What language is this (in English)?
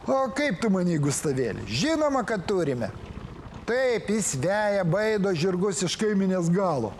Lithuanian